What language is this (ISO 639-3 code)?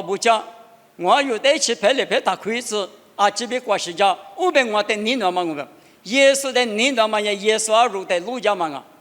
lis